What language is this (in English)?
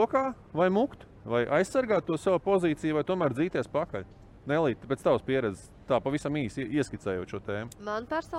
Latvian